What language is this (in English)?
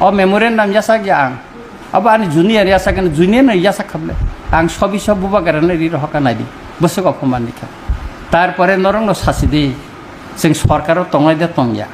Kok Borok